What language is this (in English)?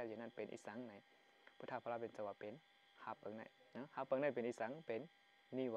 Shan